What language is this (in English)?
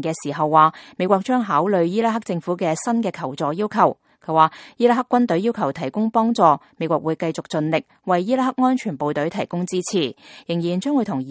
Cantonese